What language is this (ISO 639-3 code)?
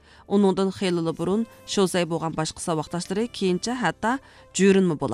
uig